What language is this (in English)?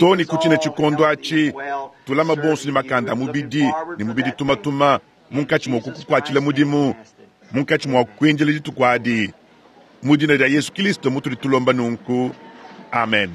Luba-Lulua